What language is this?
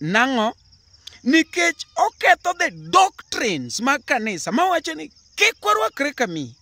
Luo (Kenya and Tanzania)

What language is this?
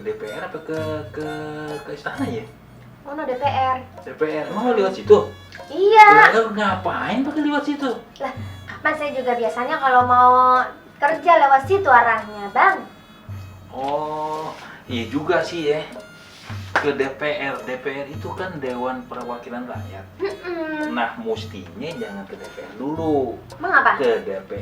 Betawi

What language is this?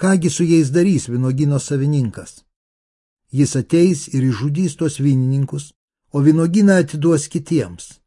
Lithuanian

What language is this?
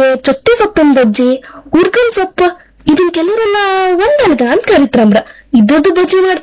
Kannada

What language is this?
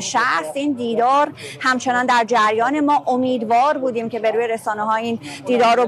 Persian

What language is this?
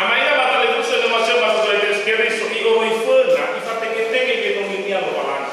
Nias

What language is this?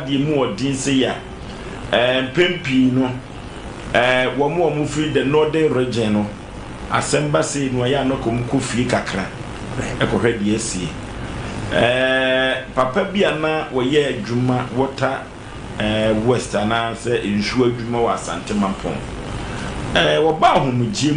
Akan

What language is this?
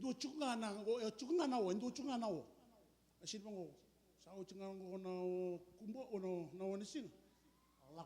Fijian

